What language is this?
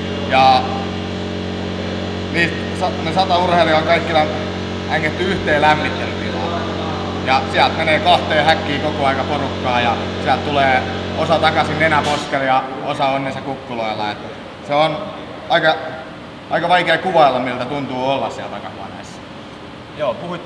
Finnish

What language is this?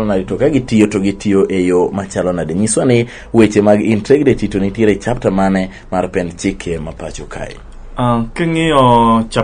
Luo (Kenya and Tanzania)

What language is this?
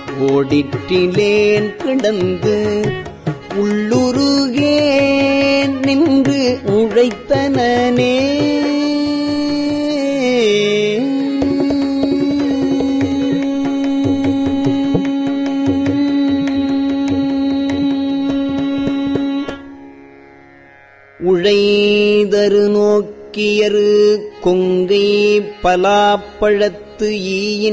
Tamil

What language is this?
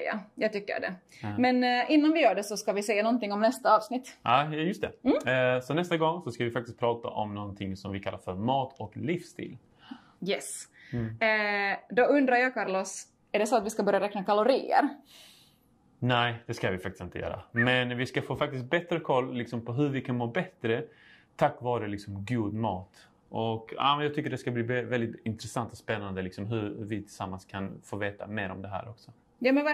Swedish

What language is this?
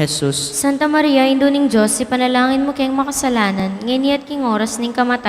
Pampanga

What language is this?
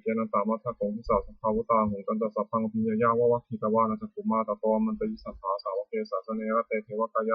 Pali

